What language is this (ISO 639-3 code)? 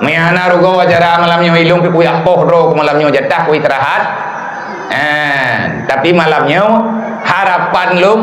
ace